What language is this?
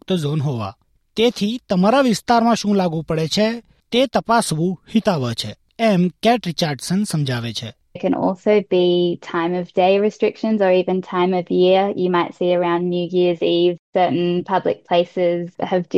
Gujarati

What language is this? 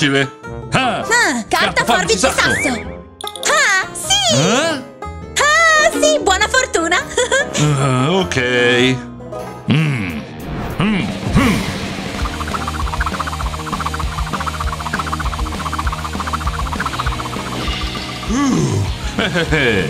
Italian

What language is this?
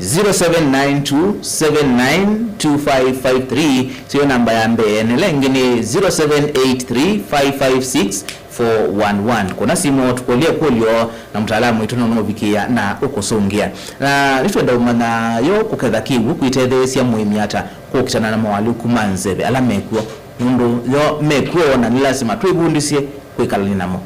Kamba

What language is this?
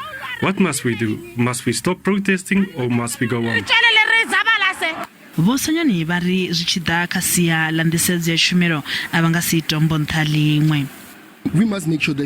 Venda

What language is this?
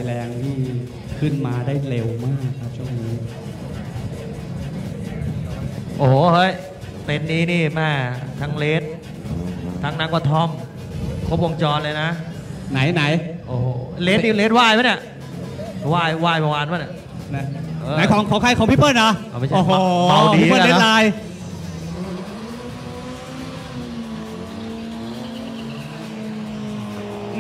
Thai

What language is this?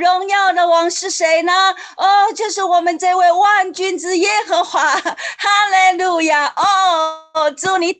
Chinese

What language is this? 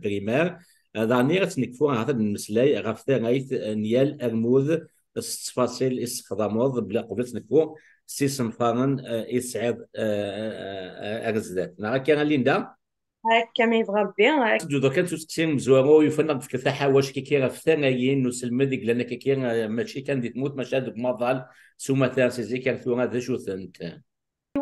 Kabyle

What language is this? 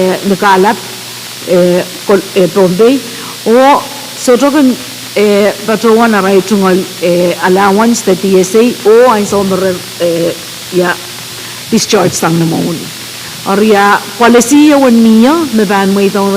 Pohnpeian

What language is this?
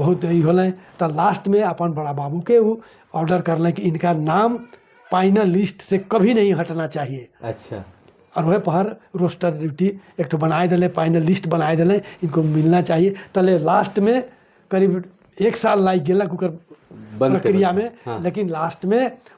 Sadri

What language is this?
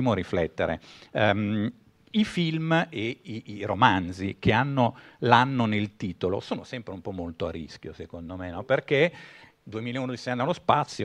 Italian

